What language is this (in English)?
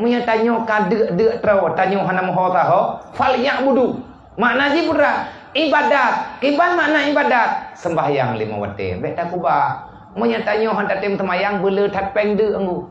Achinese